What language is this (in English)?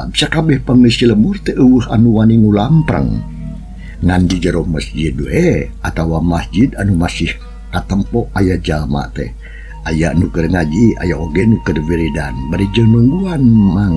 Sundanese